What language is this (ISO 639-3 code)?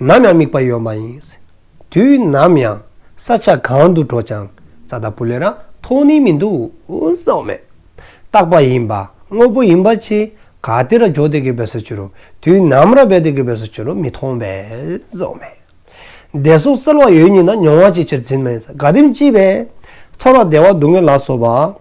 dzo